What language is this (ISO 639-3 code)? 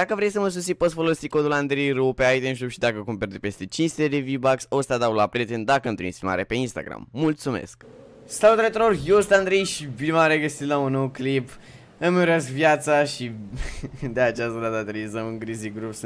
ron